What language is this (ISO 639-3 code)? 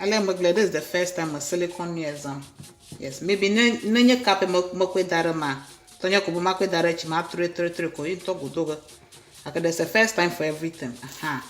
ewe